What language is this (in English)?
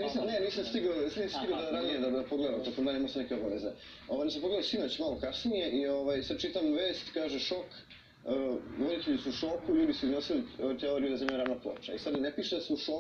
Serbian